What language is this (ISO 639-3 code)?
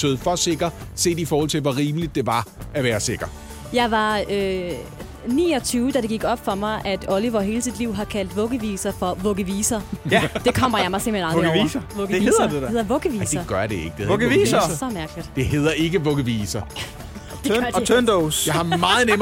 dan